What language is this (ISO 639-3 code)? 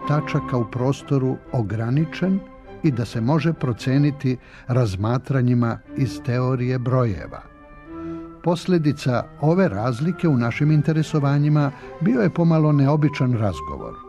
srp